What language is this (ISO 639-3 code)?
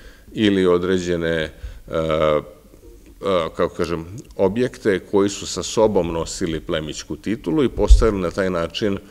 srp